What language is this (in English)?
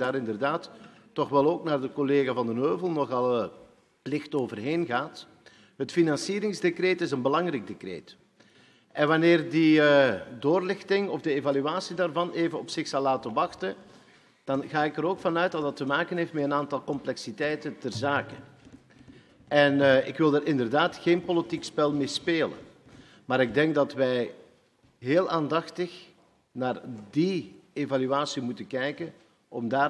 Dutch